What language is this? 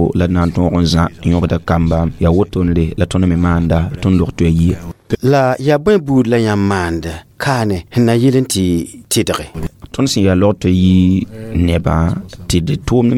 Mossi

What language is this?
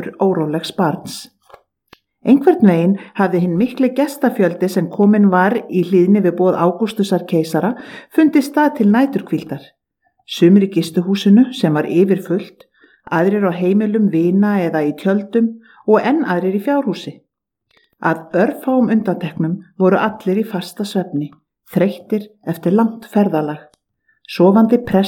Icelandic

